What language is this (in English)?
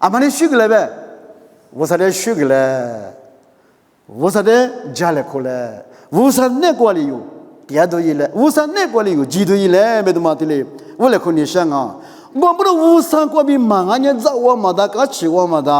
Lisu